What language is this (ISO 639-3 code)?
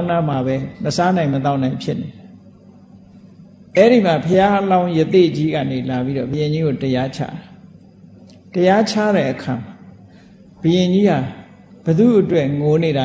mya